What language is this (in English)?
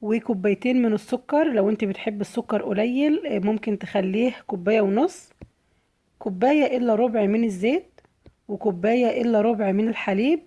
Egyptian Arabic